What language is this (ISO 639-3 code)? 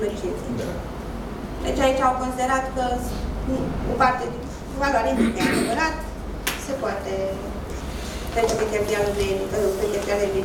ron